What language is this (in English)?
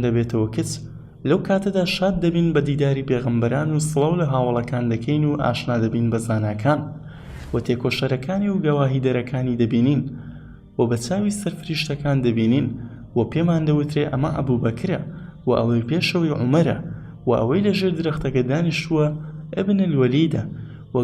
Central Kurdish